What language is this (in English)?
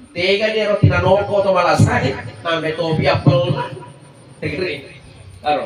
Buginese